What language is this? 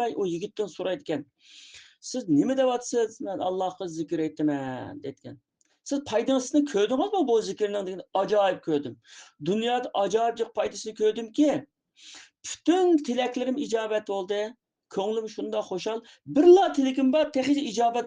Uyghur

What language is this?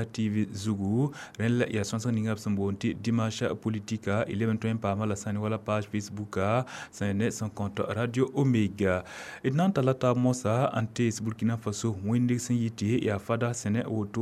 Mossi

